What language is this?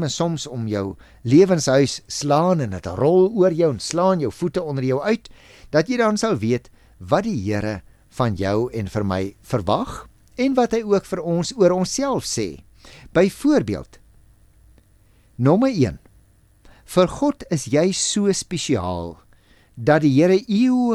Afrikaans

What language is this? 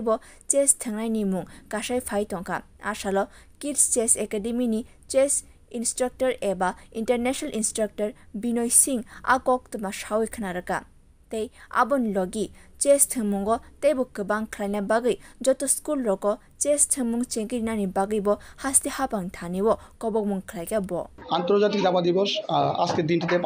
Kok Borok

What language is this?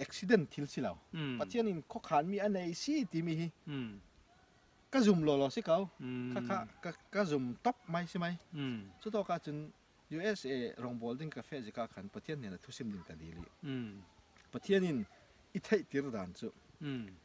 Falam Chin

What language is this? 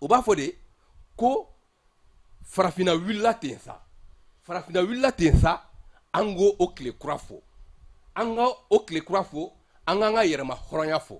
Bambara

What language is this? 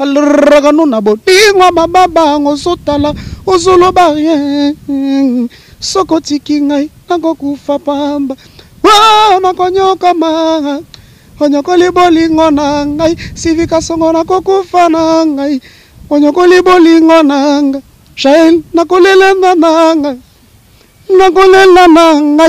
Lingala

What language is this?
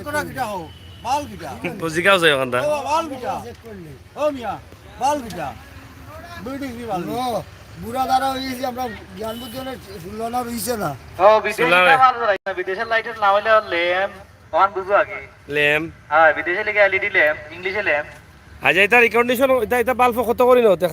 Sylheti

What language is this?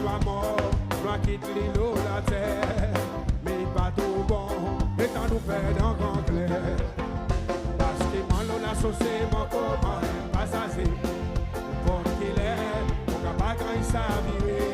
Seselwa Creole French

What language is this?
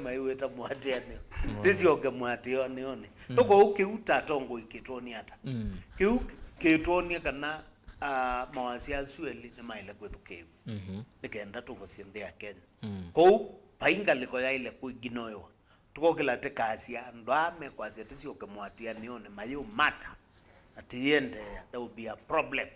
Kamba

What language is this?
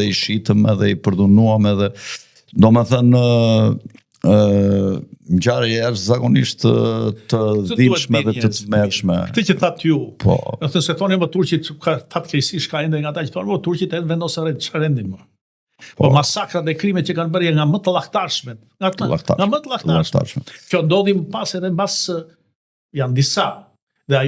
Albanian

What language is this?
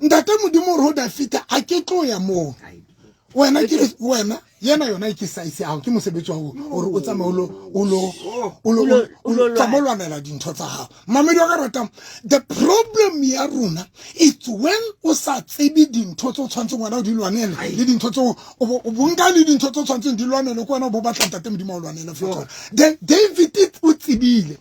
Southern Sotho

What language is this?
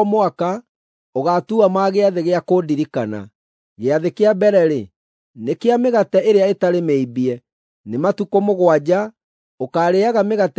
Kikuyu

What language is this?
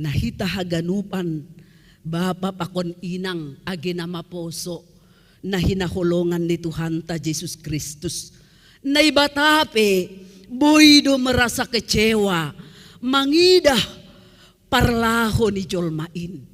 Batak Simalungun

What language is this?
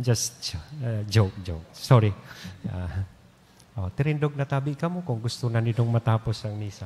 Bikol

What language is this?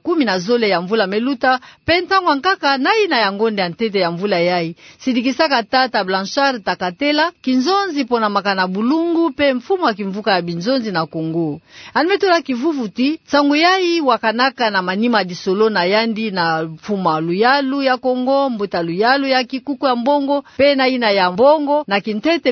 Kituba (Democratic Republic of Congo)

